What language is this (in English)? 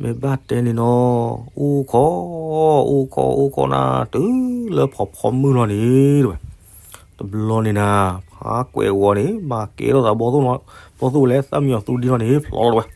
S'gaw Karen